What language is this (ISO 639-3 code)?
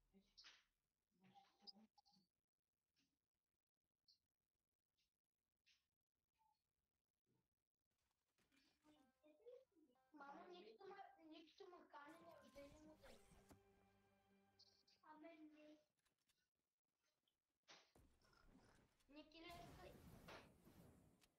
bul